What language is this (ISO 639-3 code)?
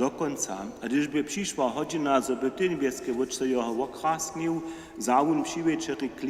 hsb